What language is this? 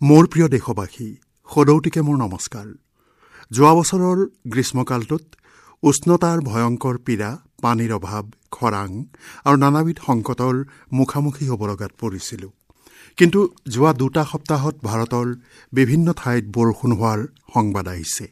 Assamese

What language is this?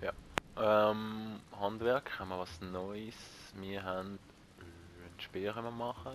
Swiss German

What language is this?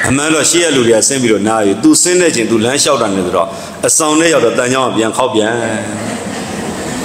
Burmese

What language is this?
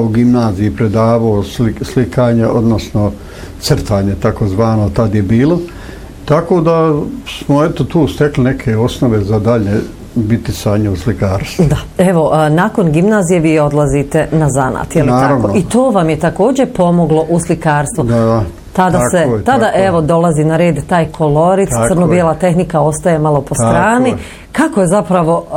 Bosnian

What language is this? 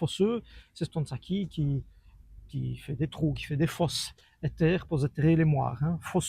Walloon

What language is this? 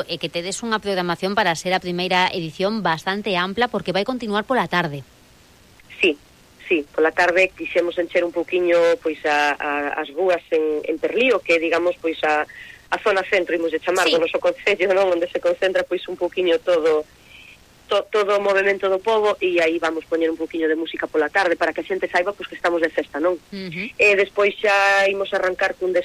Galician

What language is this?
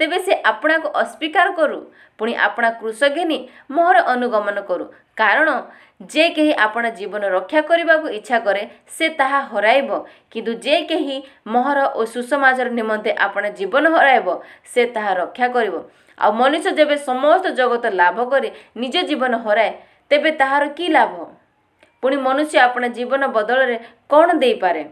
Odia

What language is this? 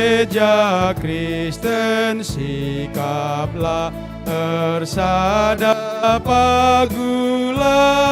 Batak Karo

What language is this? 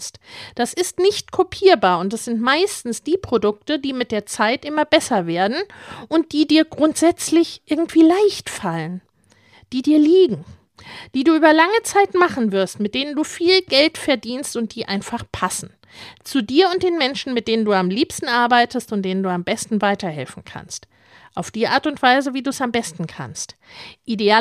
German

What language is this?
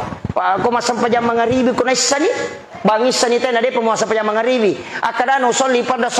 Buginese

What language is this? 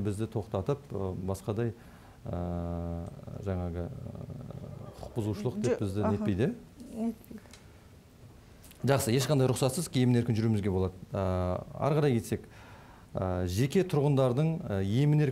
Kazakh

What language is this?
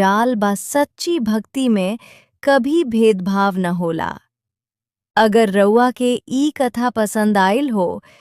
Bhojpuri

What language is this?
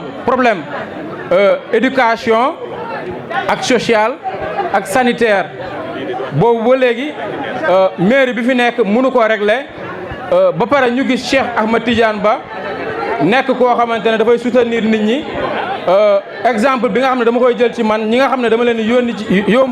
Wolof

